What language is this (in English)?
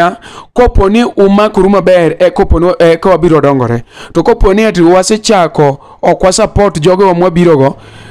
Luo (Kenya and Tanzania)